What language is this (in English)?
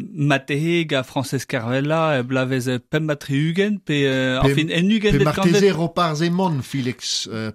Breton